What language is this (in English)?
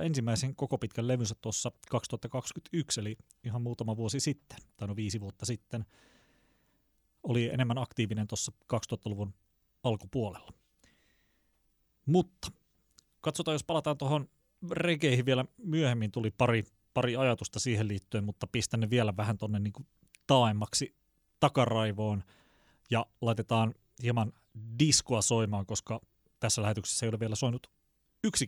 Finnish